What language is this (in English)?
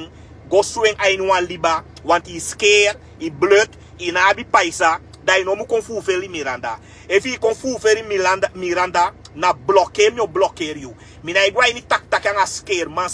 Sranan Tongo